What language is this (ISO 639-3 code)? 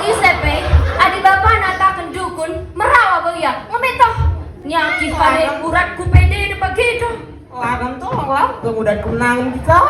btx